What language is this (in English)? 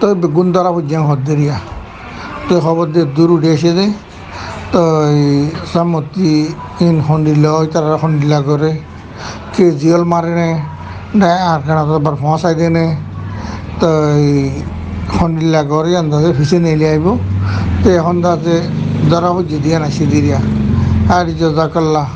Rohingya